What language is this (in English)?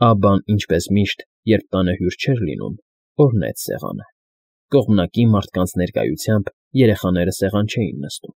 Armenian